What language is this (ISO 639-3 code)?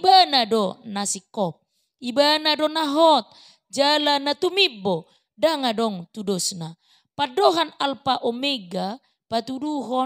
bbc